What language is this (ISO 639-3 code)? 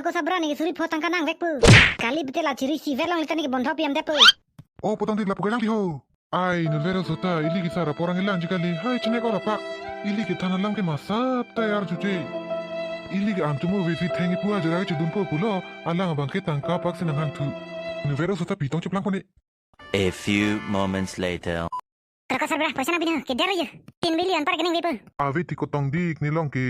mjw